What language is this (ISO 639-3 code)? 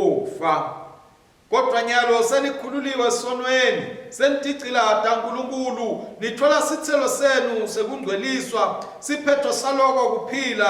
ssw